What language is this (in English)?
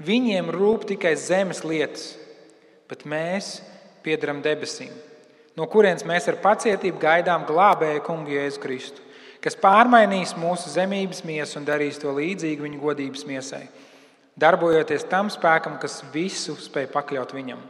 Latvian